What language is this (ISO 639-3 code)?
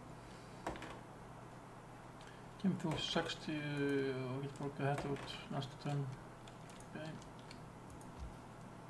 isl